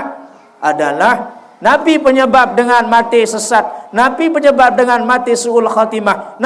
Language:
Sasak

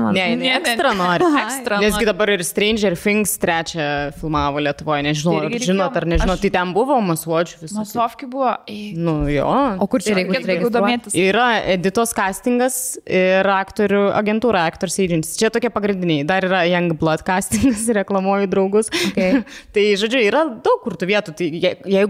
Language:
Lithuanian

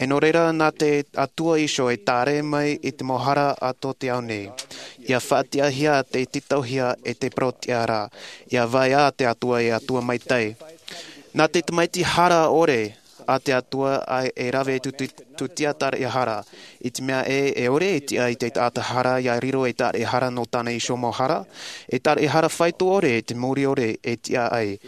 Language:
Tahitian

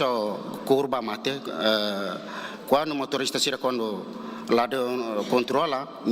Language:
Tetum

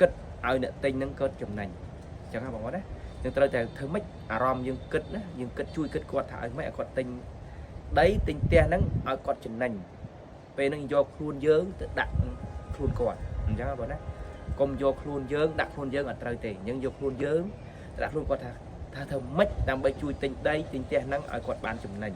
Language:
Khmer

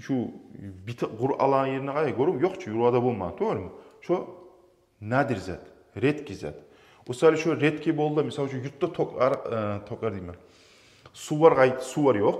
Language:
Kumyk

